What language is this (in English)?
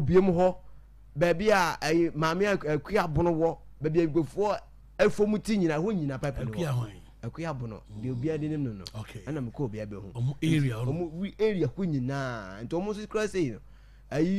Akan